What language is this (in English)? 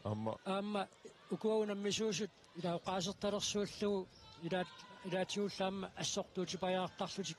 Kalaallisut